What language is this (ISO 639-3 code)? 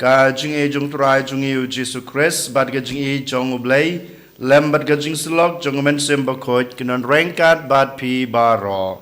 kha